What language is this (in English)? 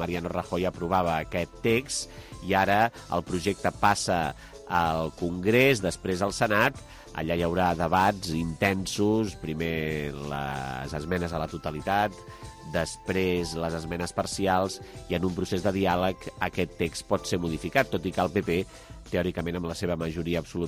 Catalan